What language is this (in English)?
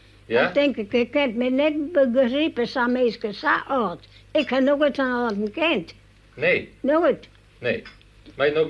Western Frisian